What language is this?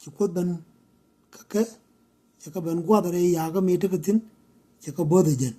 Nuer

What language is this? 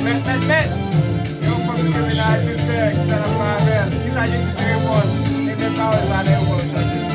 Haitian Creole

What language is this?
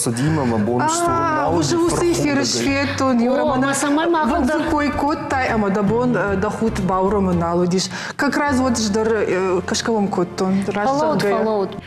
Ossetic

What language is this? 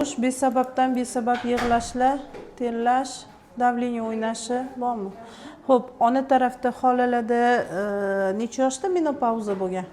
Uzbek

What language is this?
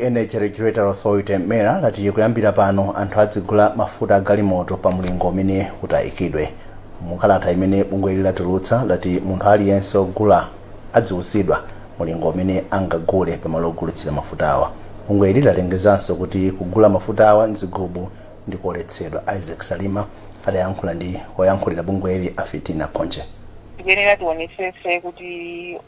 Nyanja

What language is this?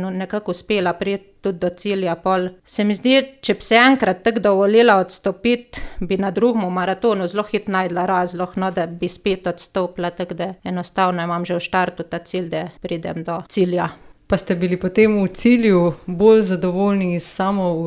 Slovenian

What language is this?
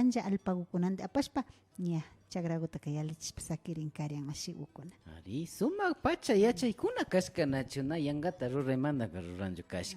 Imbabura Highland Quichua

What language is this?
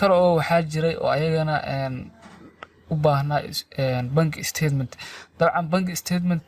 Somali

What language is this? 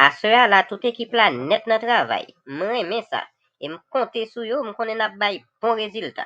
Haitian Creole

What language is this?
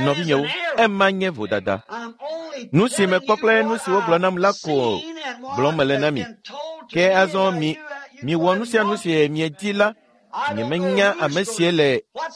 Ewe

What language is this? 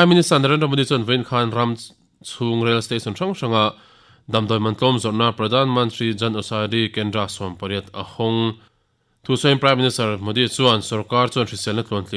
Mizo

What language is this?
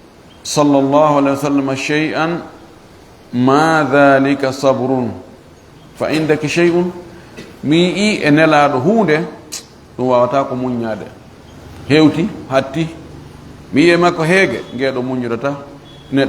Fula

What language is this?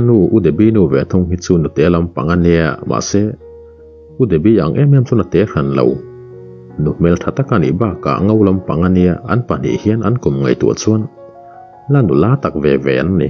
Mizo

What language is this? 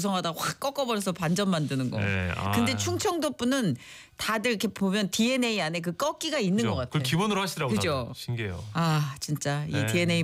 Korean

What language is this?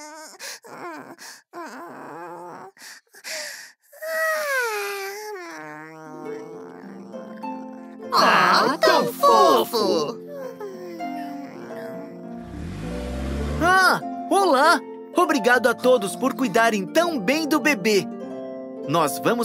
Portuguese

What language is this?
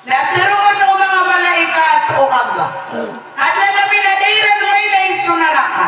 Maranao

